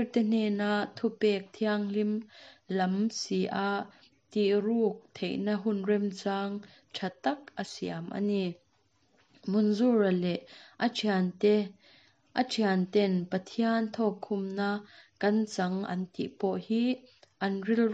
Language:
Mizo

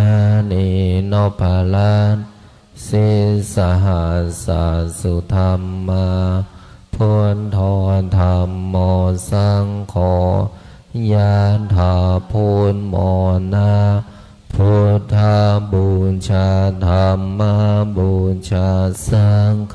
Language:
Pali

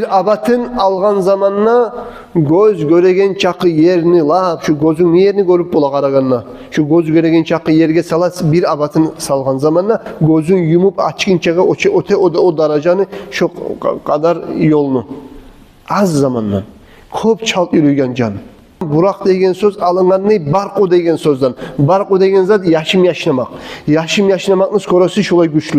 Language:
Kumyk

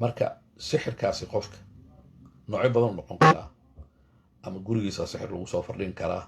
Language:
Somali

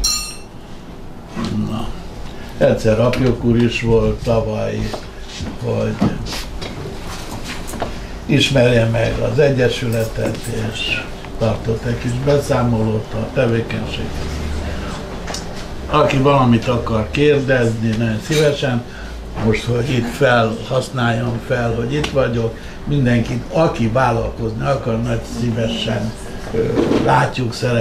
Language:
Hungarian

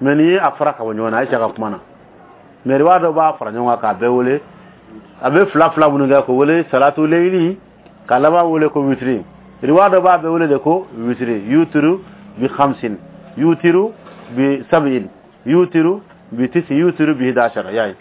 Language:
Dyula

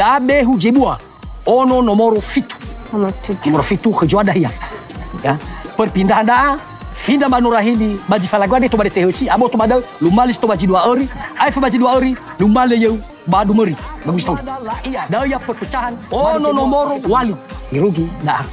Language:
Nias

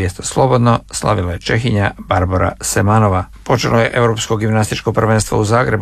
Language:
Croatian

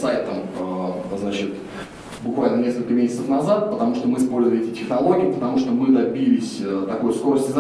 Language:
Russian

